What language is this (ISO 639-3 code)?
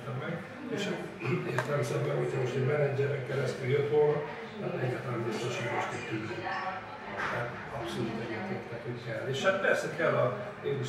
hun